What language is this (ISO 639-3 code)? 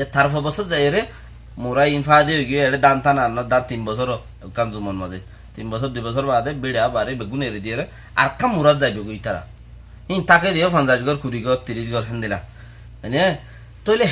rhg